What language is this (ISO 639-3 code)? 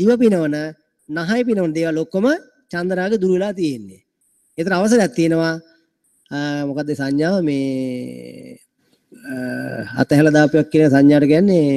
sin